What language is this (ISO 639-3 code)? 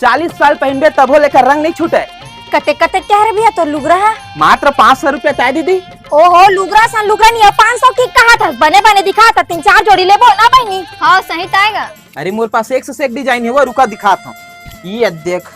hne